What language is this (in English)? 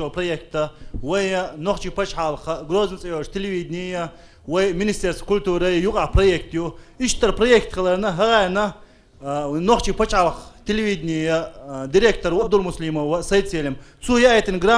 Chechen